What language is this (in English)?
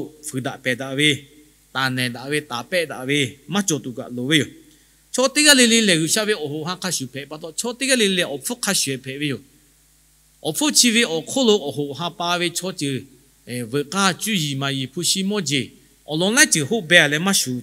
Lahu